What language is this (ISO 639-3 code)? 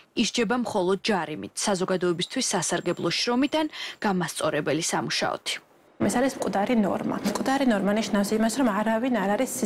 kat